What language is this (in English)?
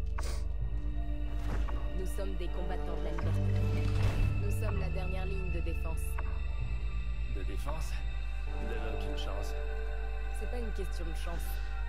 French